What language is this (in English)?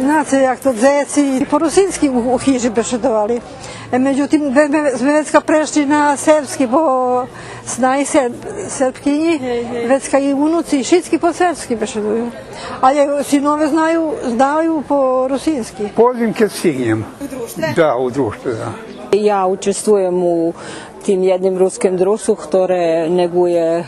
Rusyn